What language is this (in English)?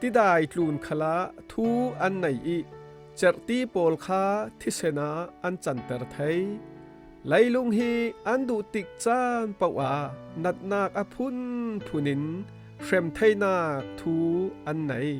Falam Chin